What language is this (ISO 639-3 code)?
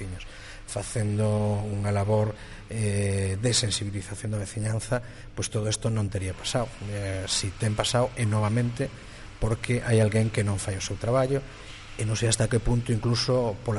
glg